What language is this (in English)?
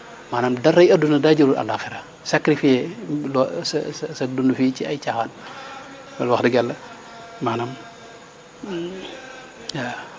Wolof